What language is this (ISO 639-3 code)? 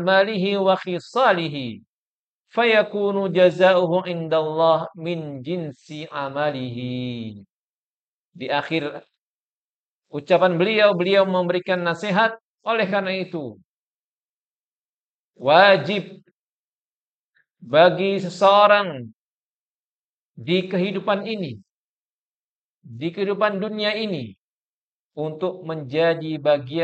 ind